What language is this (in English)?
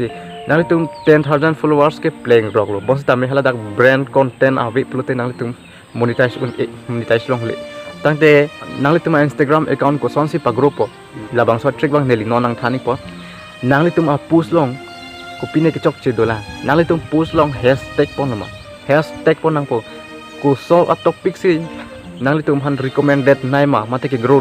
Karbi